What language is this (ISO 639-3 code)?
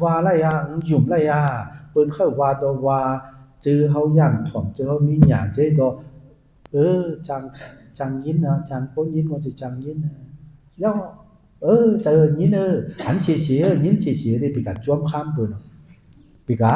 shn